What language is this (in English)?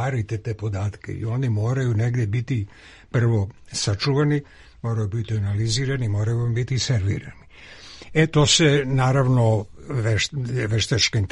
Serbian